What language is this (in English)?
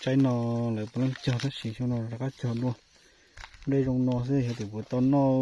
Hmong